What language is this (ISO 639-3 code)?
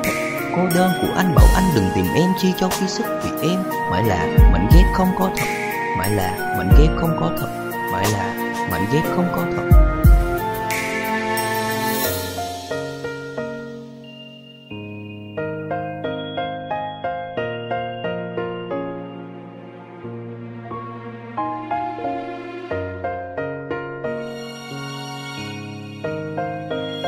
vie